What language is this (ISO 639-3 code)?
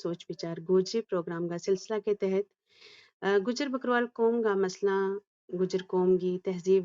gju